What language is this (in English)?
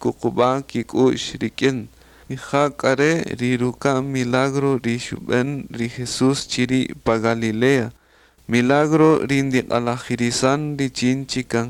Kaqchikel